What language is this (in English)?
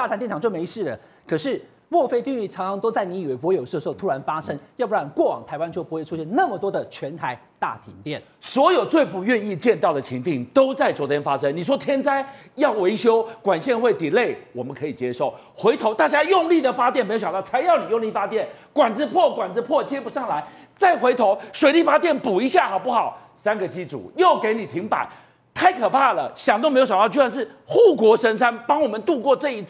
Chinese